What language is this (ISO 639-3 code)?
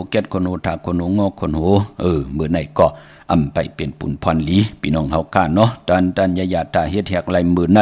shn